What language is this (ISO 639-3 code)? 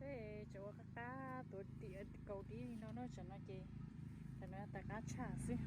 hmn